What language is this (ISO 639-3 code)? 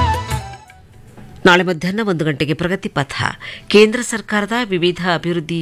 kan